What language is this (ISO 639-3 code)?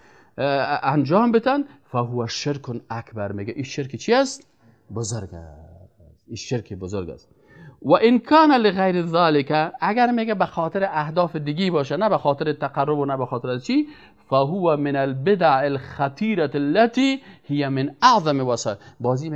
fas